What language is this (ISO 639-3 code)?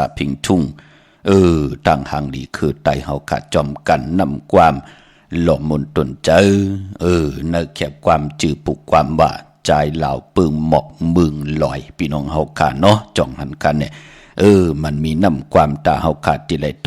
shn